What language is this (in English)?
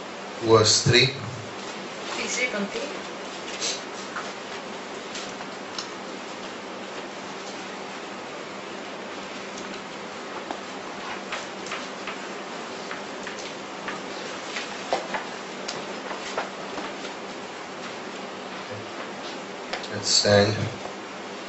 Hindi